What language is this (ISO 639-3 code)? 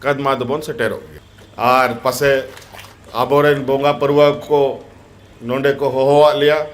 sat